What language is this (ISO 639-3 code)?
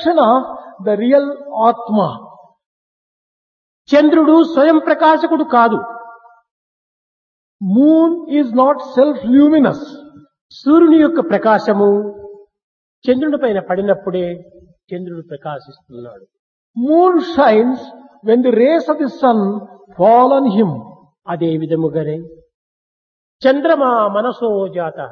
tel